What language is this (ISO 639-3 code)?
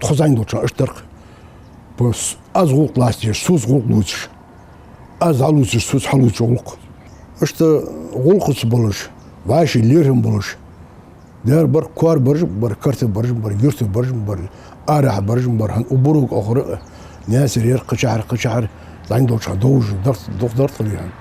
inh